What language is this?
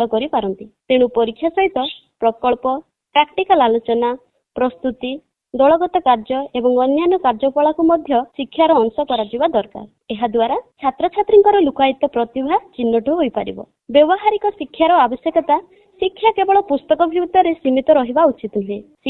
Odia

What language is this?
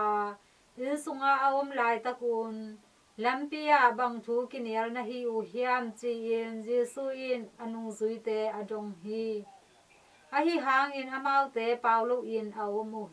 Tedim Chin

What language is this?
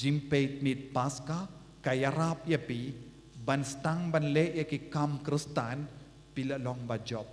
Khasi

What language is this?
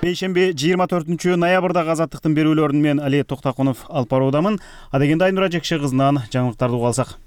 Kyrgyz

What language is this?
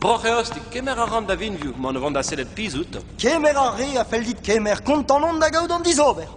Breton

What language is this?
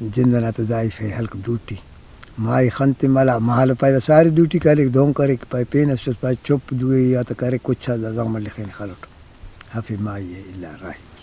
Brahui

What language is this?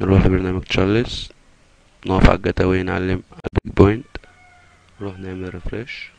Egyptian Arabic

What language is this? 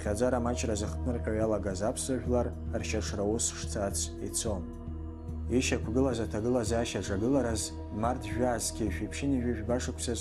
Abkhazian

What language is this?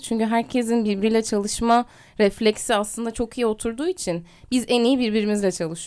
Turkish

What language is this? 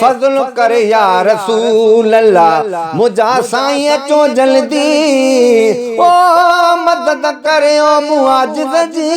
Sindhi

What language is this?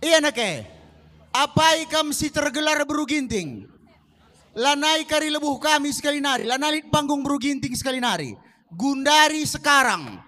Batak Karo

